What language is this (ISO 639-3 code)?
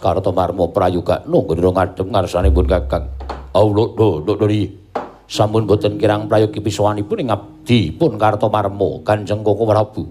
jav